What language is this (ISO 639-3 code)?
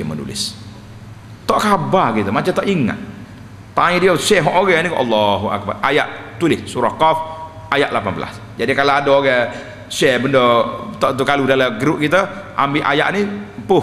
msa